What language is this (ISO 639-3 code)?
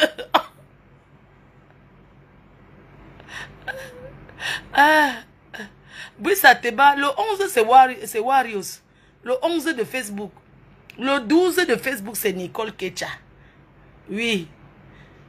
fra